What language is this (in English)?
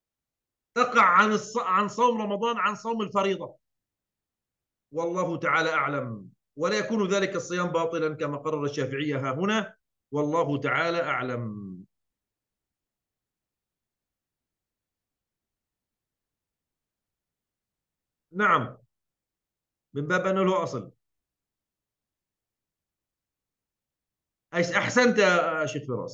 Arabic